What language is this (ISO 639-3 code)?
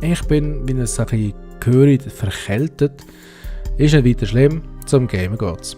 gsw